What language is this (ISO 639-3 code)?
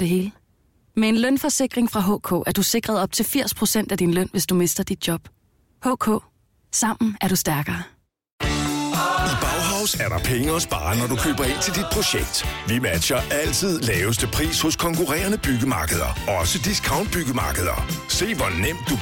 dan